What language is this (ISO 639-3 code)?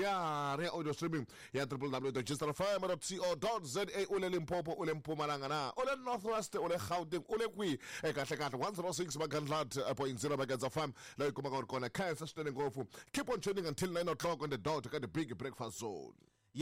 tso